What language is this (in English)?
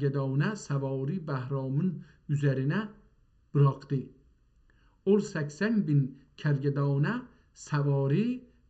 South Azerbaijani